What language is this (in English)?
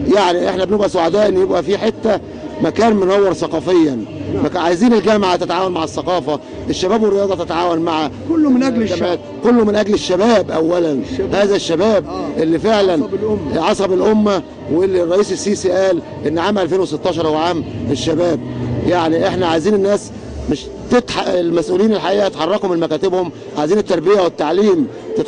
Egyptian Arabic